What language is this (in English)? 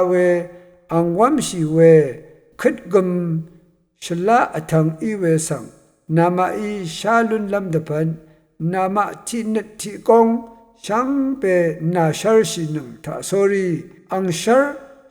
Rawang